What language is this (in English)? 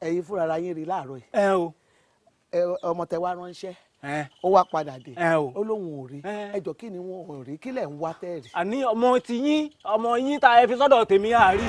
Yoruba